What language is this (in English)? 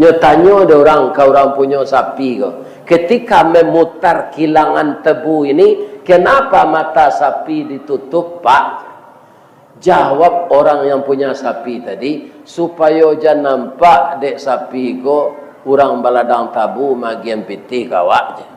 Minangkabau